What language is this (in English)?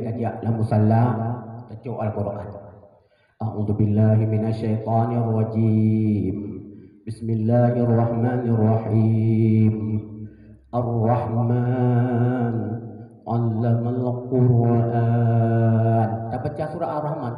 Achinese